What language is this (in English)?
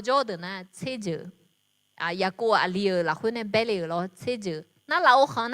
Akha